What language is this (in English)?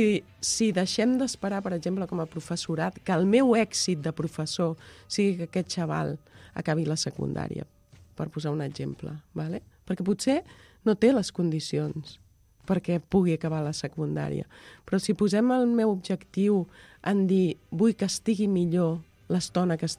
Catalan